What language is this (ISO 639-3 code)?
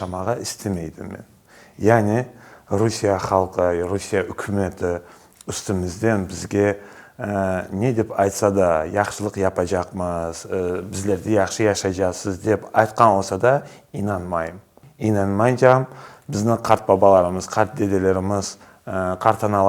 crh